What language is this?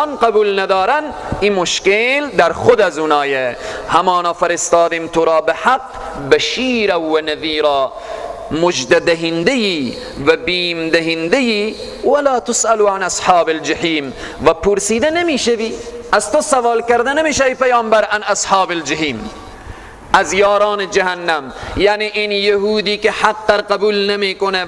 Persian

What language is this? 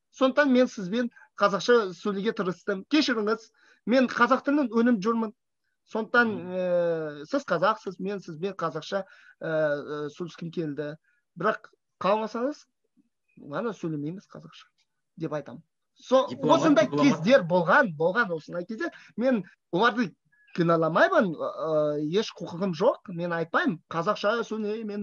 Kazakh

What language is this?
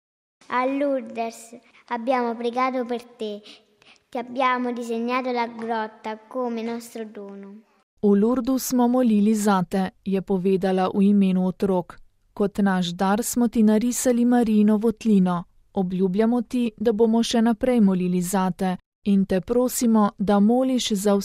Slovenian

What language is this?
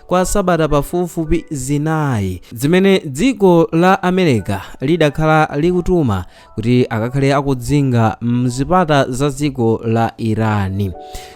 Nyanja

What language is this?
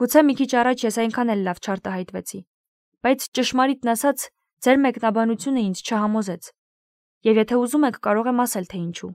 Armenian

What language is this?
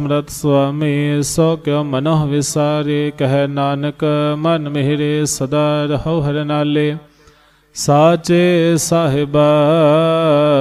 Punjabi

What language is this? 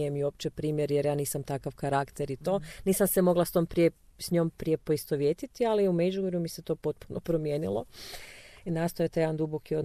Croatian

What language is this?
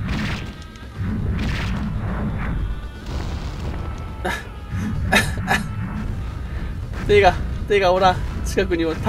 Japanese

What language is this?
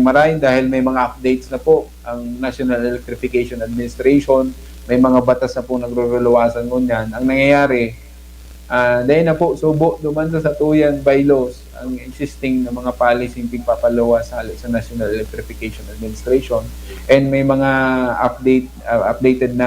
Bikol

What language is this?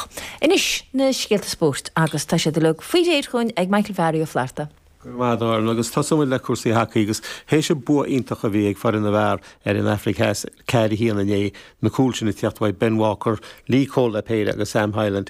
Irish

